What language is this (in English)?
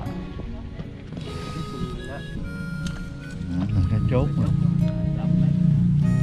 Vietnamese